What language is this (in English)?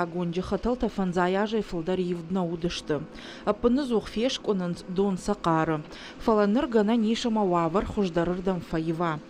Ossetic